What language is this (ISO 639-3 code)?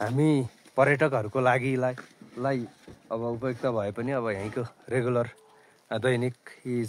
nep